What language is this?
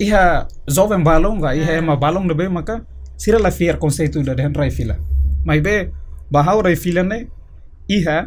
Tetum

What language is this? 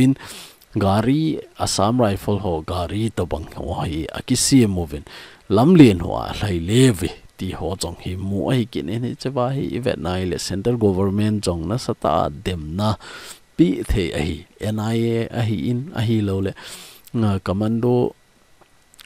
Thado Chin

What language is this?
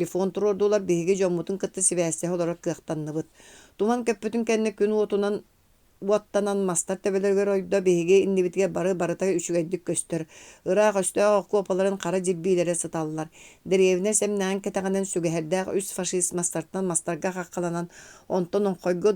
Yakut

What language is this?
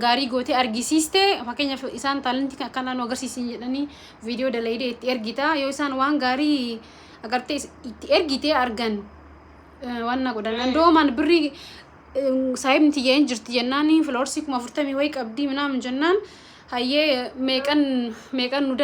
Oromo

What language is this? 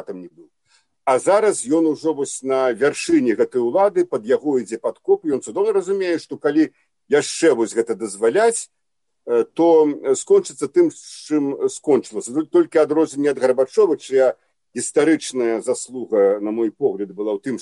Belarusian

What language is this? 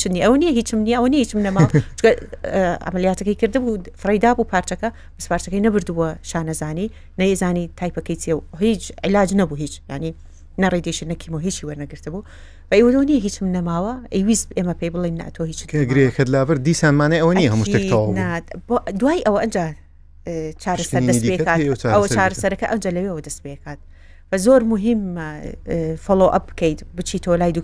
Central Kurdish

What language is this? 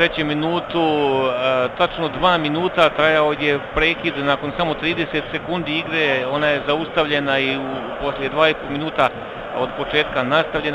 Serbian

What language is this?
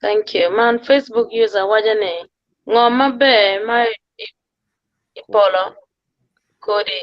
Acoli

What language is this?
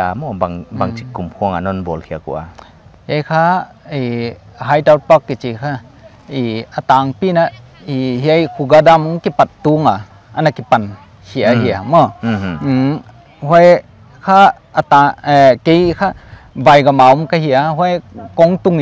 Paite Chin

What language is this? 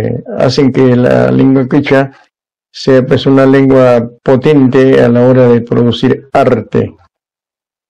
Spanish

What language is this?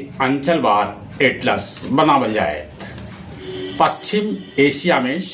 Magahi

